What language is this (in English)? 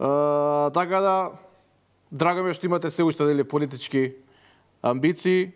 Macedonian